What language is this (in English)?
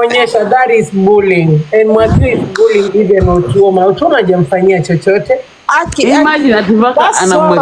Swahili